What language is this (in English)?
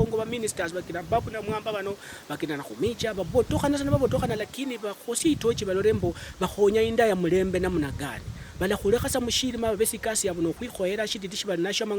Luyia